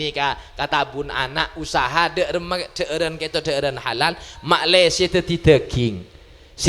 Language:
Madurese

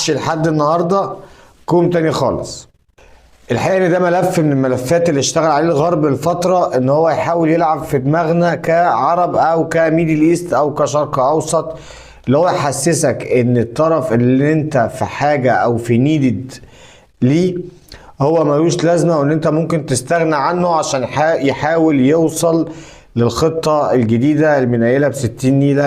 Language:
Egyptian Arabic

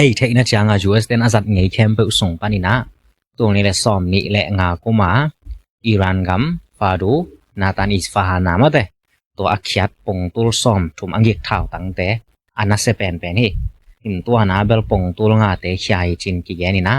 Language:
Tedim Chin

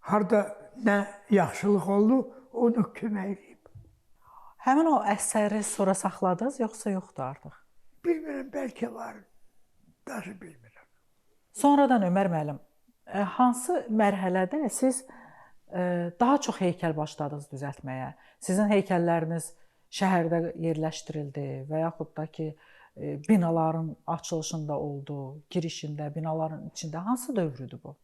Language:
Azerbaijani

